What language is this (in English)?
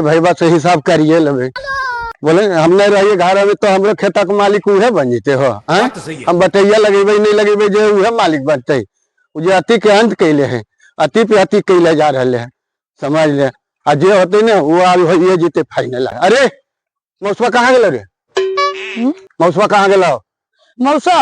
Magahi